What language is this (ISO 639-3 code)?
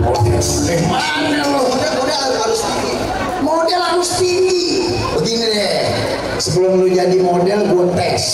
bew